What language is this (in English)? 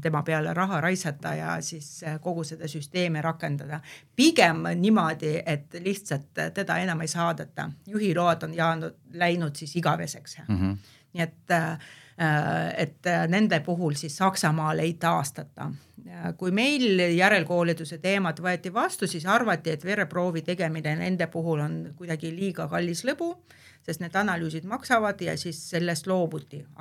Estonian